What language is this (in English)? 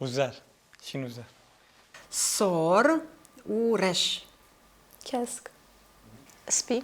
Kurdish